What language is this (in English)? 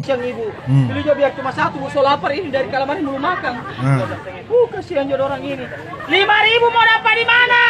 Manado Malay